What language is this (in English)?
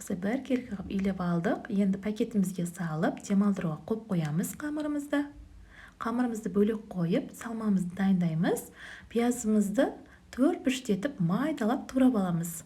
Kazakh